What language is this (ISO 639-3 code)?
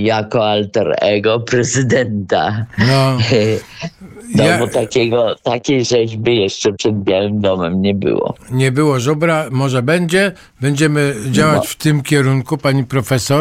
pol